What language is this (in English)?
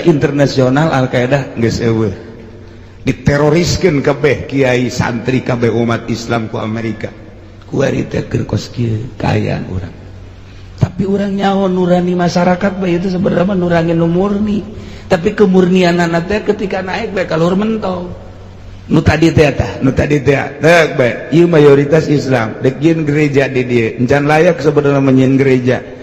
Sundanese